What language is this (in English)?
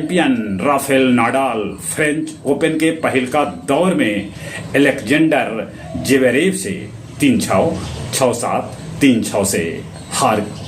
Magahi